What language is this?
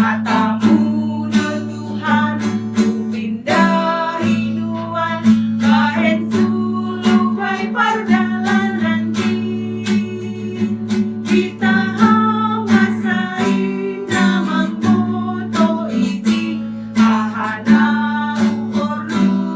Batak Simalungun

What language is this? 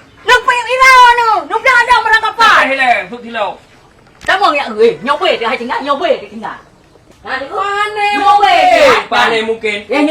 Achinese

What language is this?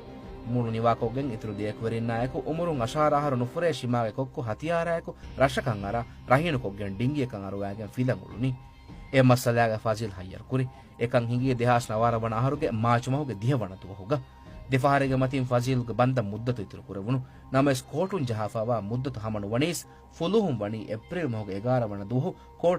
Divehi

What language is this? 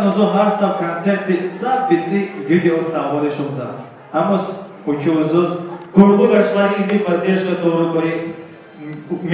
Tabassaran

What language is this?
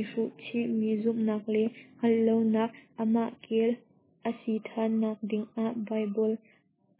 Hakha Chin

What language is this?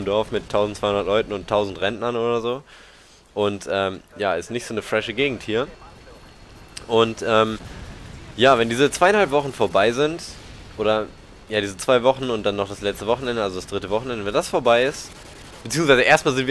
German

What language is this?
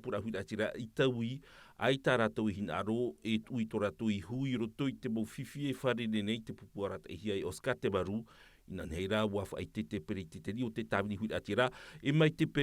Tahitian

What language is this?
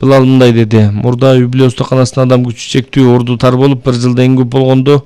Kyrgyz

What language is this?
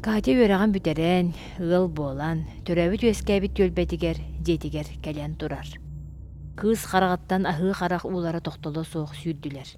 Yakut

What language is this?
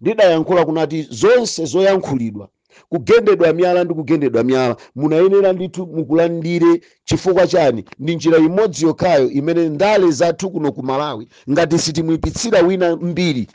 Nyanja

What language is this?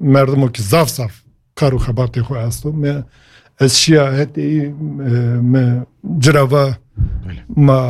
Kurdish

